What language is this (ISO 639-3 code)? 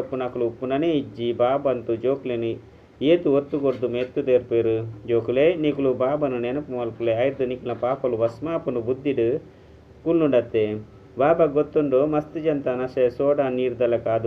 tcy